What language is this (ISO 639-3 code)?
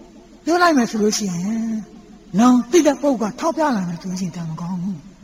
mya